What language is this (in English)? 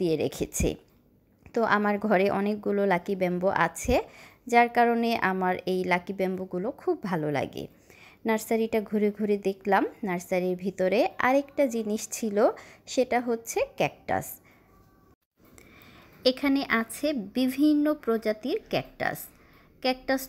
Bangla